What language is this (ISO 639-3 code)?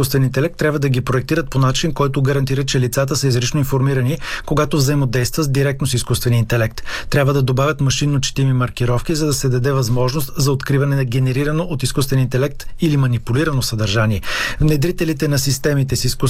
bul